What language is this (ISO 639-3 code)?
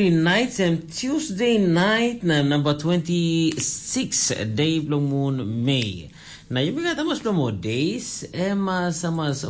tpi